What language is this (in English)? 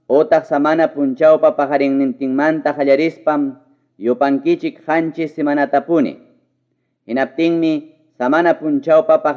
Ayacucho Quechua